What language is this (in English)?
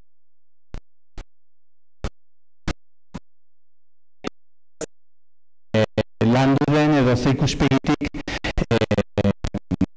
Basque